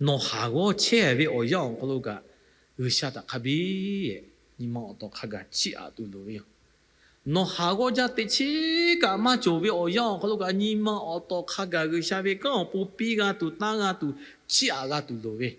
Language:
Lahu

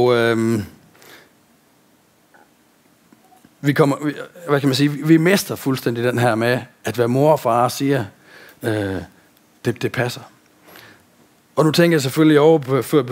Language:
Danish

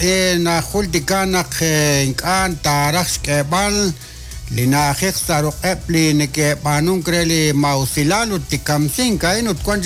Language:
Kekchí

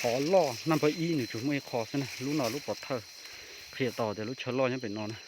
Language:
Hmong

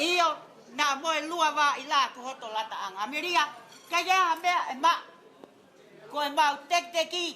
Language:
Tongan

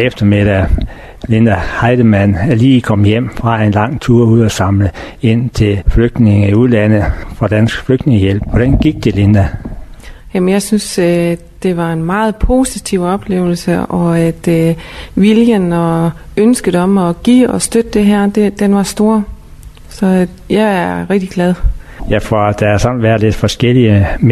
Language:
Danish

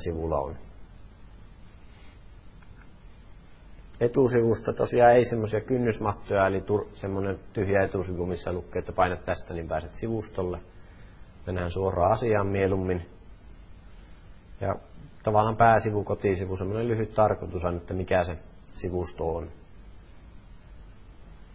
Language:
Finnish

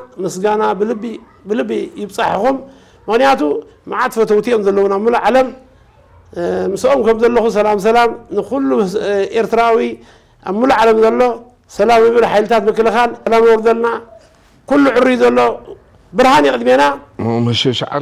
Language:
Tigrinya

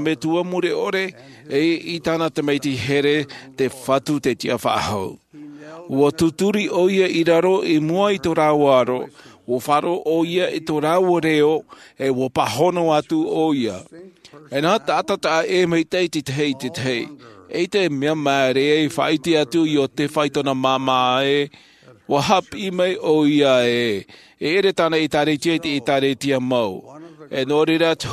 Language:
Tahitian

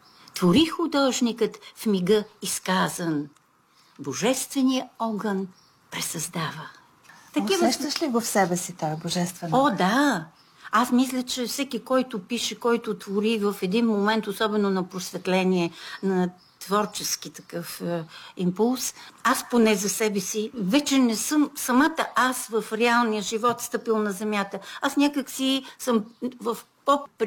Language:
Bulgarian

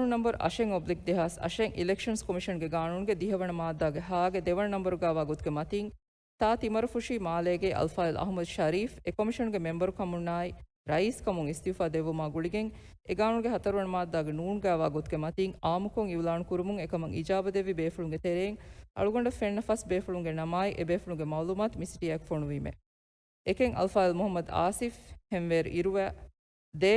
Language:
Divehi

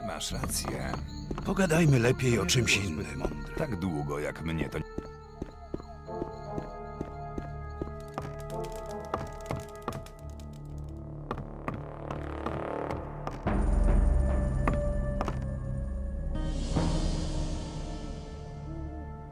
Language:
Polish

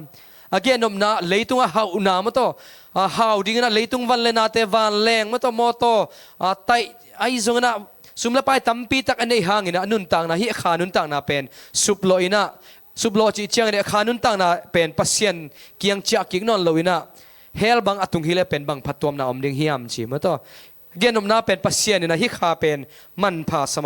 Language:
Tedim Chin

